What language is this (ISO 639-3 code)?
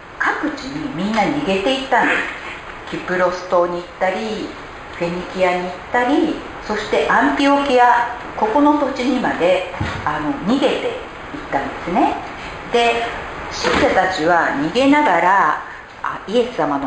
jpn